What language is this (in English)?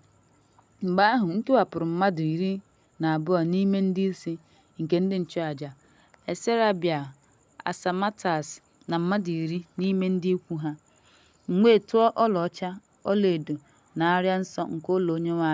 Igbo